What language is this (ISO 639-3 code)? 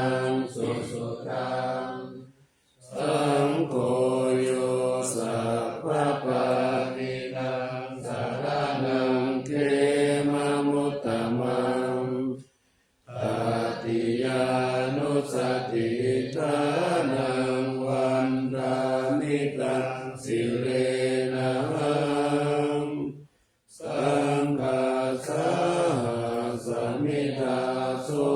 pli